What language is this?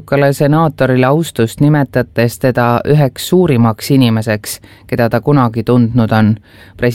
Estonian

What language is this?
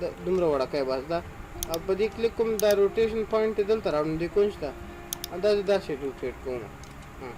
Pashto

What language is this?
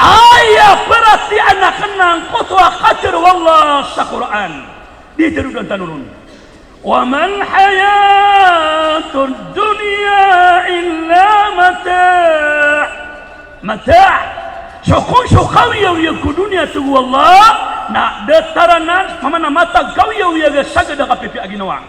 Maranao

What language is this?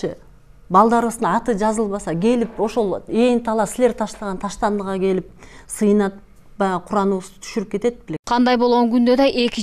Kyrgyz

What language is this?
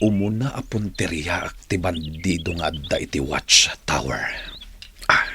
Iloko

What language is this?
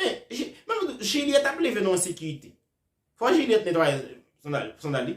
Haitian Creole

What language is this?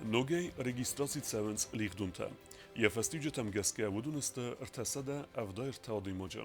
Ossetic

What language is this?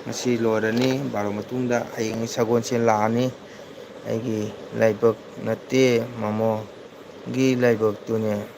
Manipuri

